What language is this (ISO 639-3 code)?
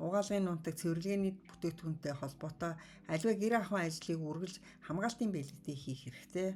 mon